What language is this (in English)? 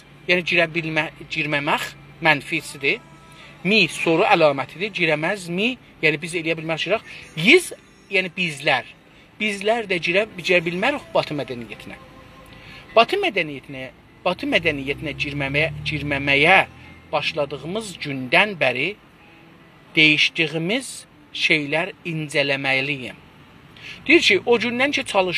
South Azerbaijani